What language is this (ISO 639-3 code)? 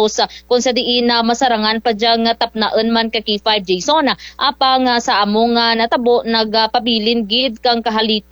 krj